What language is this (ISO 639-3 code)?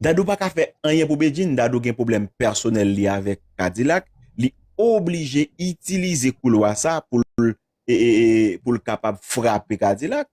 hat